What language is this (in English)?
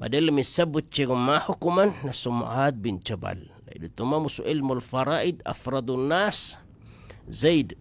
Maranao